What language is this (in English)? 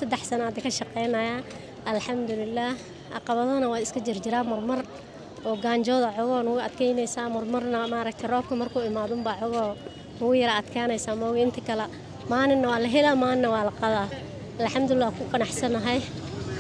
Somali